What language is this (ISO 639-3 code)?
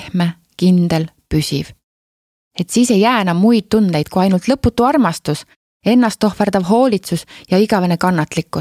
est